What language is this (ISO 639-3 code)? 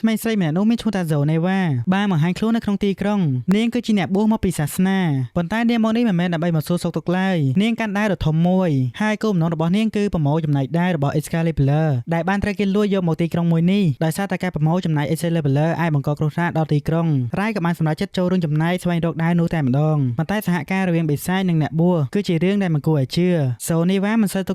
khm